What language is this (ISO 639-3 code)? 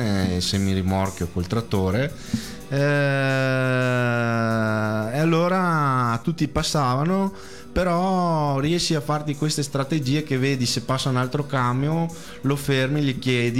ita